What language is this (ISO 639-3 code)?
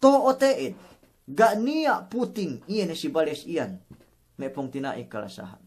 yka